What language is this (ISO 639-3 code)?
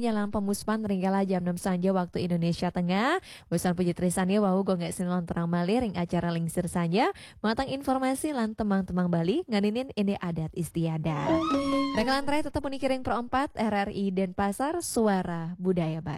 ban